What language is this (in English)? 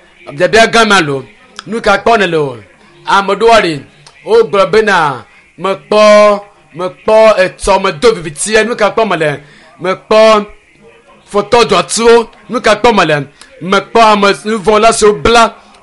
Ewe